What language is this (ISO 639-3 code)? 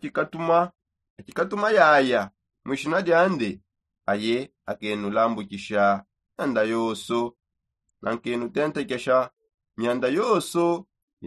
sop